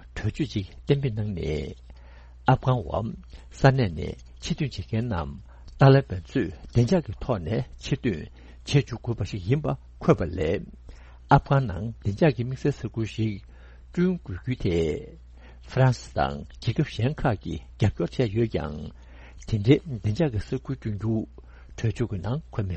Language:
Tibetan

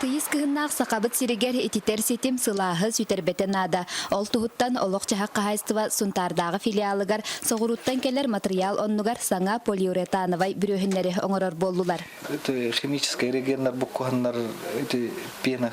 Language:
Yakut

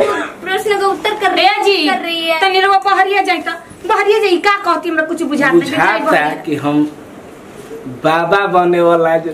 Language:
Bhojpuri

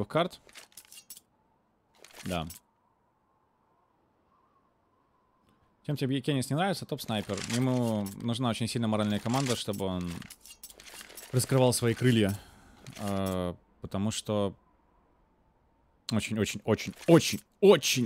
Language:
Russian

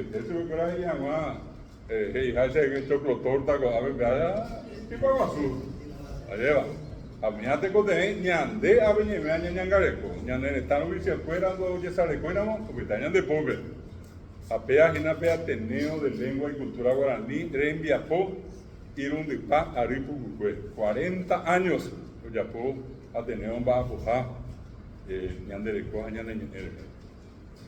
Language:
Guarani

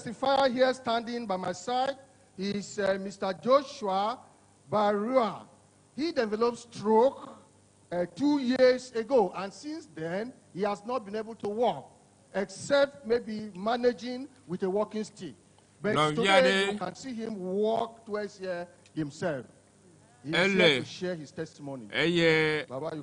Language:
Ewe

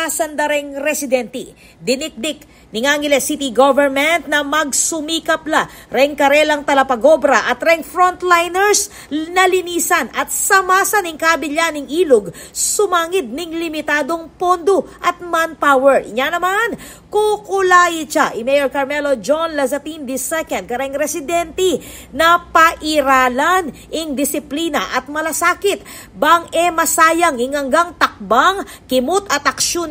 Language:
Pampanga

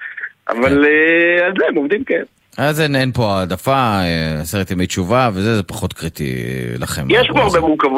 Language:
Hebrew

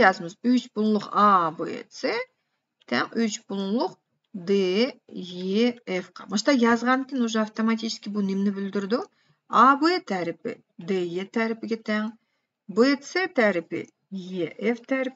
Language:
Uyghur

